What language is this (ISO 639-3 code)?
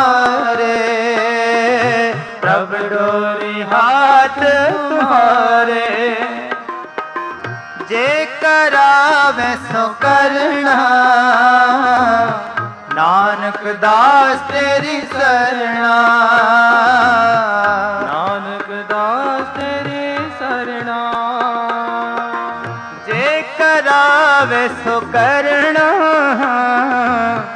pan